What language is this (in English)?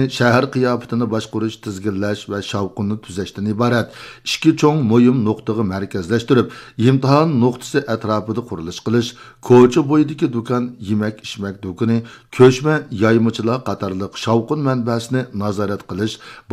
Uyghur